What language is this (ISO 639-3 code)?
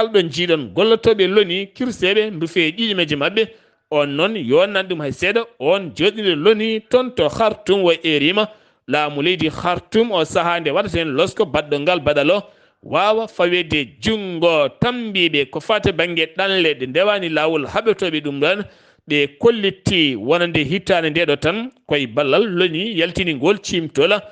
ful